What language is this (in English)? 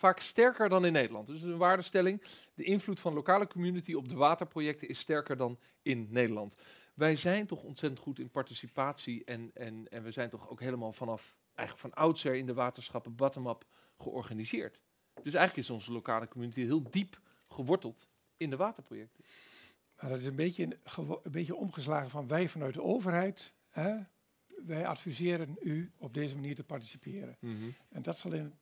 Dutch